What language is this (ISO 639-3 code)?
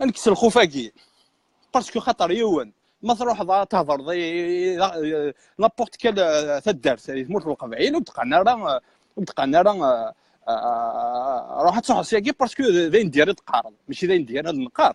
kab